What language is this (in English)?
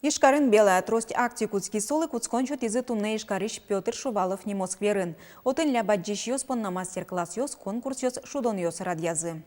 Udmurt